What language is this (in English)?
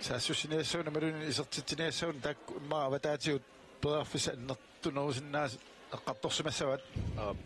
Kalaallisut